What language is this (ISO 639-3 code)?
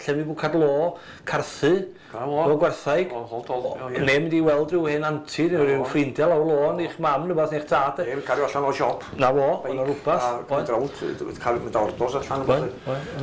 cym